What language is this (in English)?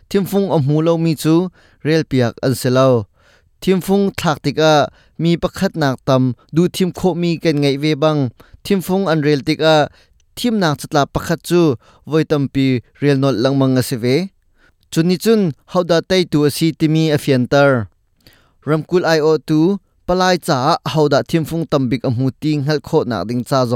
Hakha Chin